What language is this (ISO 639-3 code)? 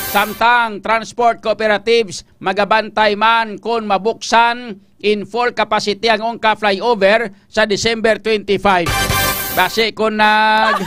hil